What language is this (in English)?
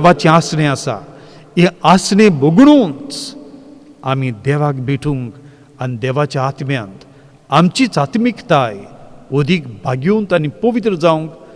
Konkani